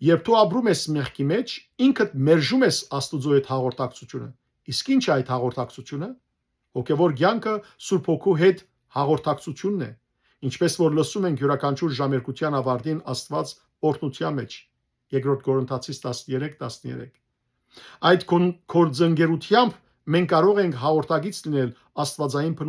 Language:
Western Armenian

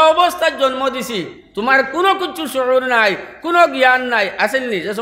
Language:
Sylheti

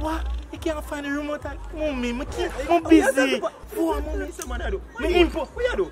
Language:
Jamaican Creole English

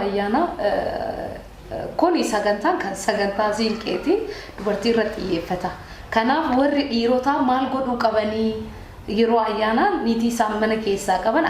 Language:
Oromo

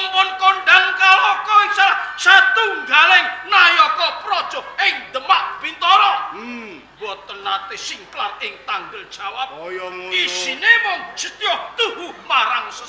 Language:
Javanese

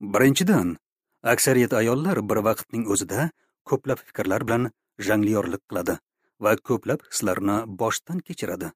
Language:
Uzbek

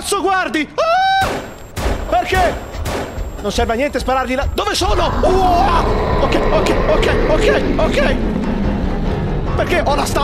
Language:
Italian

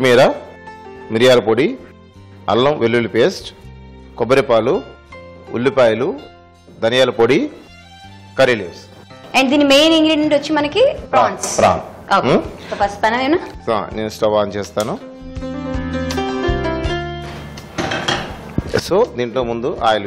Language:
Telugu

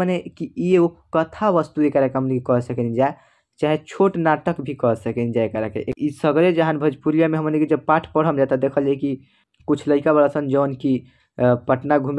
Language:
Bhojpuri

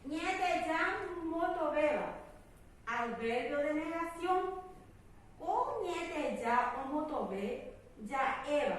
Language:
Guarani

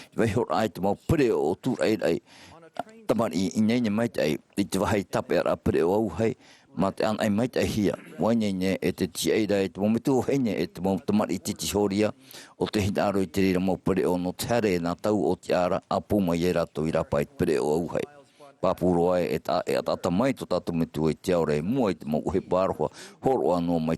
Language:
Tahitian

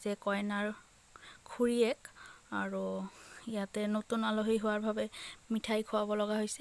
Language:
Assamese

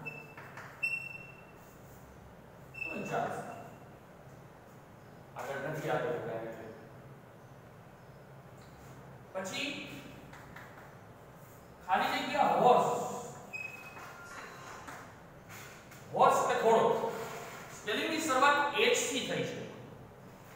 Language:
Gujarati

